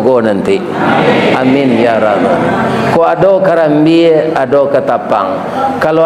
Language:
Minangkabau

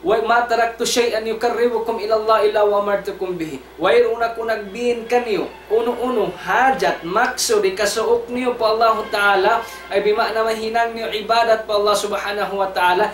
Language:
Tausug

